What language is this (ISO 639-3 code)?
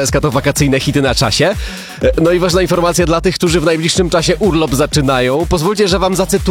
pol